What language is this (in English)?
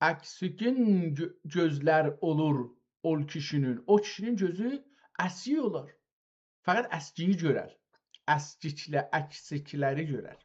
South Azerbaijani